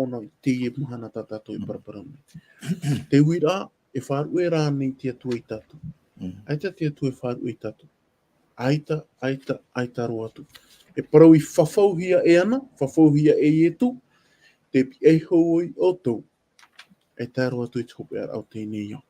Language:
Tahitian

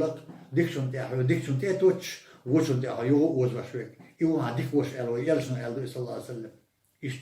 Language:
Chechen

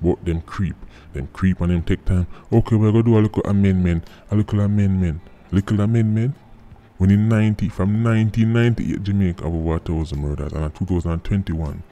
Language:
Jamaican Creole English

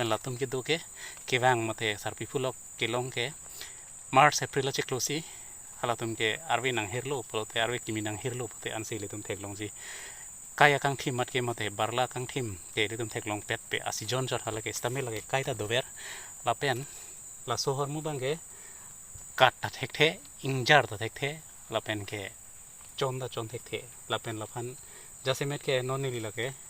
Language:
Karbi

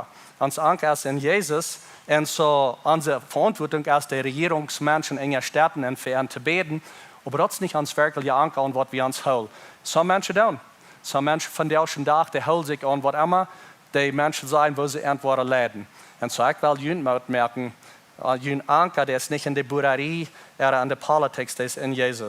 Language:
Plautdietsch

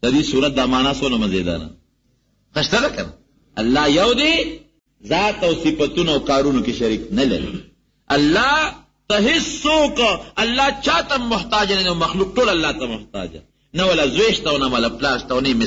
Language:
Pashto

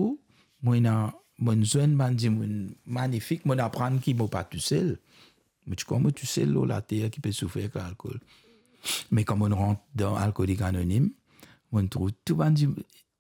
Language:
Morisyen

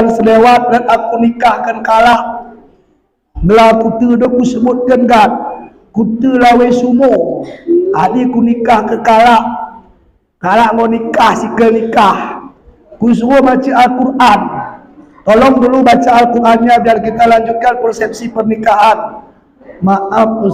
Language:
Batak Alas-Kluet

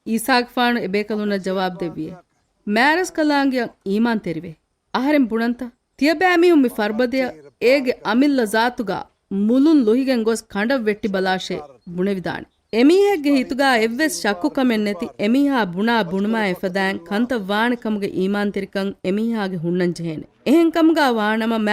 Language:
Divehi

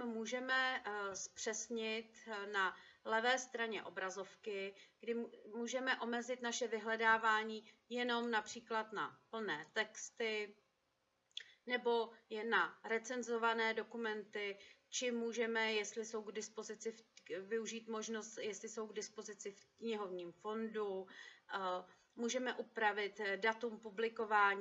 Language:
Czech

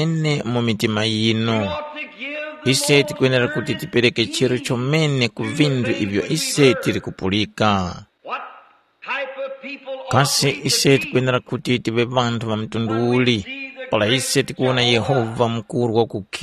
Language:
Tumbuka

